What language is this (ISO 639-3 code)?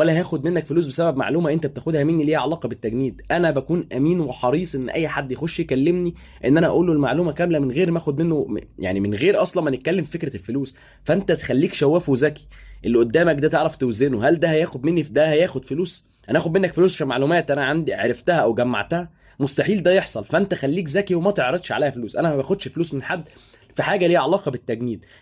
arz